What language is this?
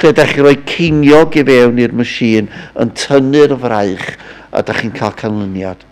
Welsh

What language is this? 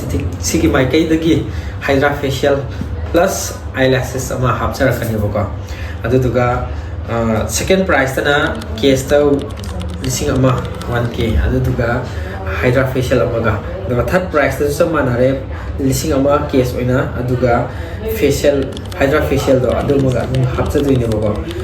Manipuri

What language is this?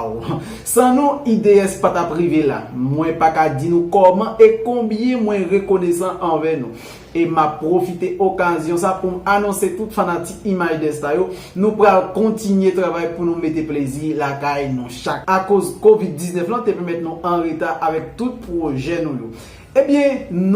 Haitian Creole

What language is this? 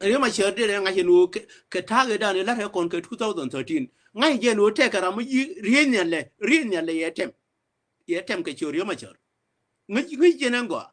Nuer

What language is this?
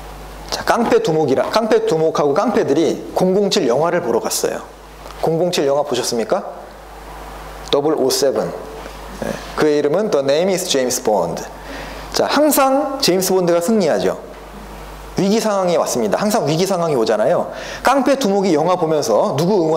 Korean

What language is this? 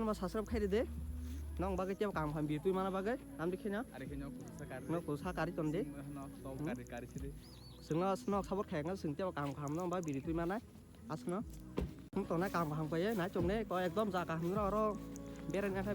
Kok Borok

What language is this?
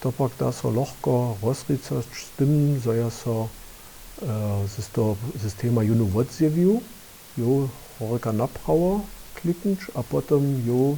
Upper Sorbian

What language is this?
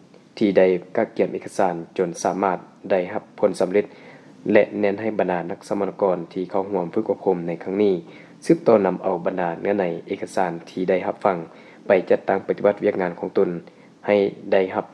Lao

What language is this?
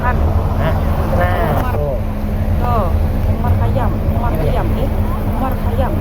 Banjar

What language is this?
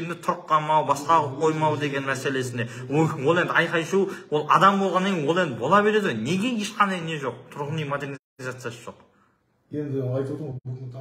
Kazakh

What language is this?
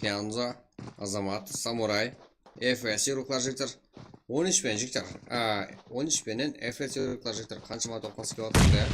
Kara-Kalpak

